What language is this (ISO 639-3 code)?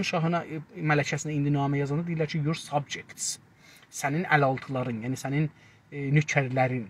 azb